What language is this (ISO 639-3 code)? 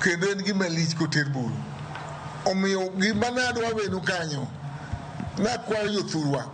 luo